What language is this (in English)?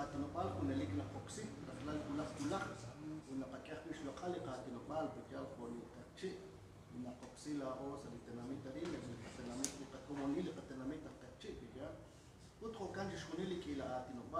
Kekchí